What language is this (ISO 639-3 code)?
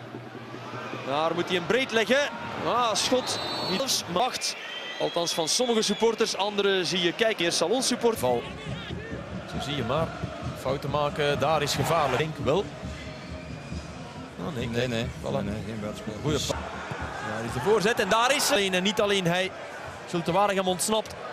nld